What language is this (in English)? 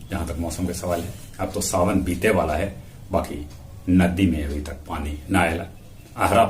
Magahi